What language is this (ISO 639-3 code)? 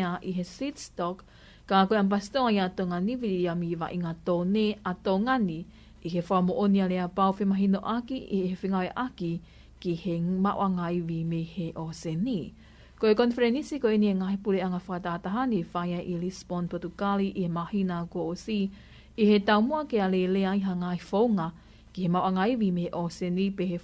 ton